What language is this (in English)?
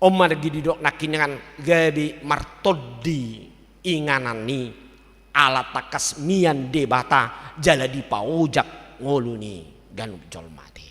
Batak Toba